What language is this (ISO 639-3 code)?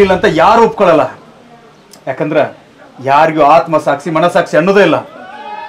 kan